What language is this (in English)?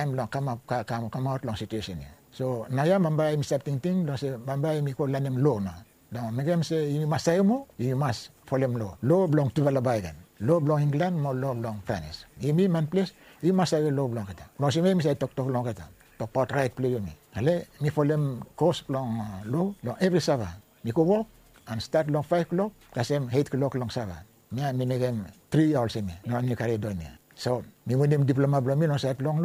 Bislama